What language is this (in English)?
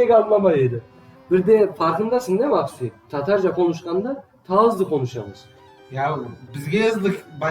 Crimean Tatar